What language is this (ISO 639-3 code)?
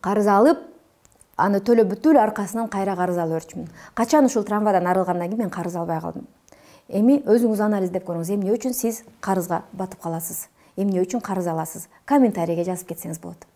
kir